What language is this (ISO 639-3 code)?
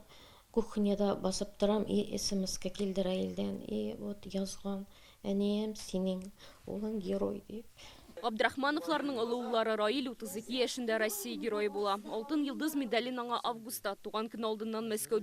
tat